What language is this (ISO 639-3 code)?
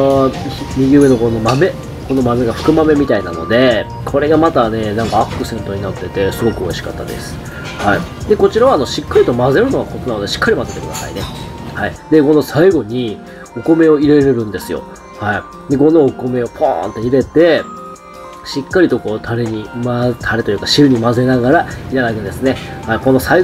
jpn